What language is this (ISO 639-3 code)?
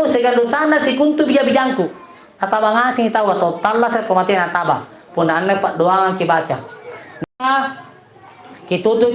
mak